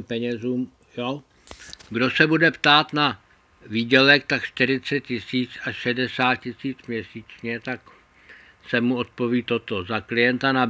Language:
Czech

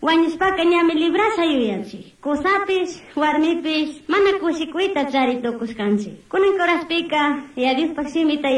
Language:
Chimborazo Highland Quichua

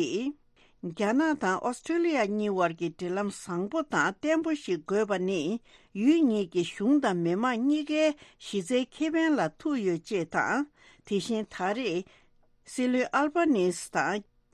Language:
Tibetan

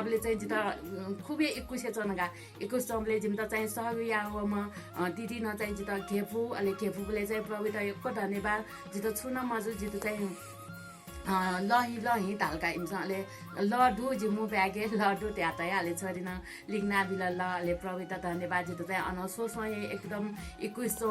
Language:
Newari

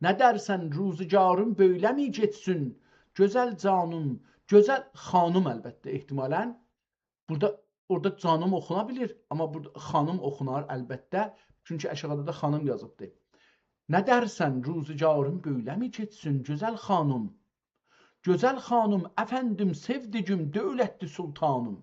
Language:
South Azerbaijani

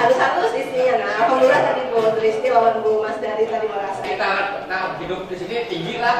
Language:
Banjar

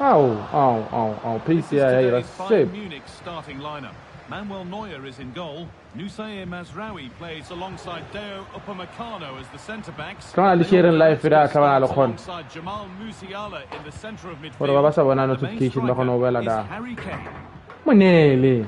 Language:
Tswana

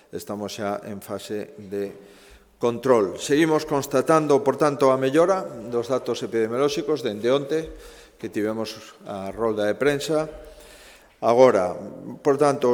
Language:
Galician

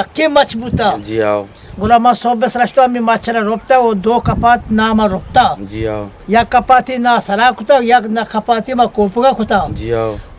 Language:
Eastern Balochi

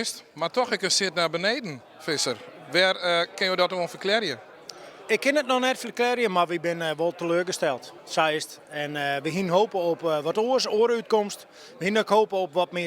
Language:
Western Frisian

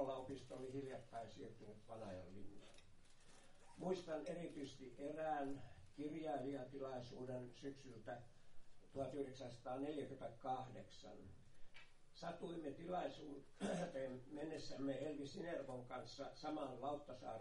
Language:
Finnish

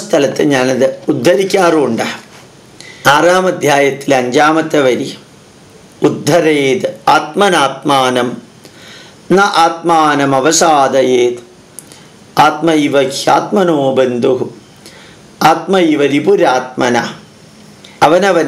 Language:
Malayalam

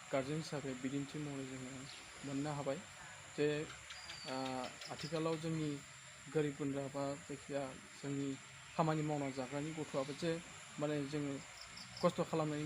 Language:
Bodo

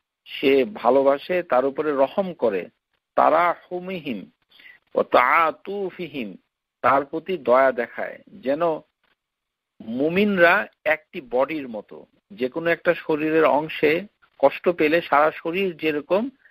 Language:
Bangla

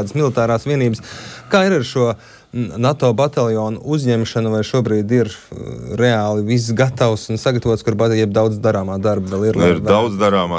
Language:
Latvian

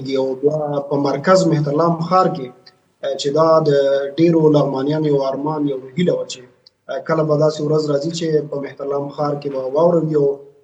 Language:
Pashto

